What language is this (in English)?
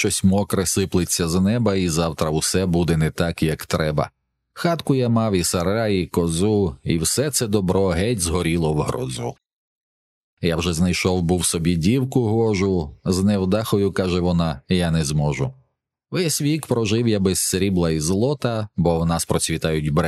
Ukrainian